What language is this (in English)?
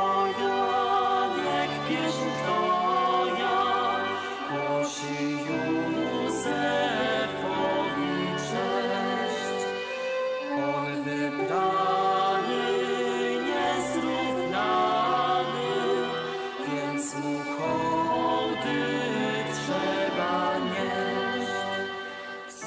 Polish